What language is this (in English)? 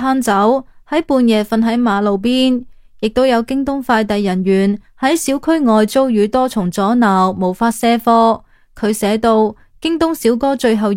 Cantonese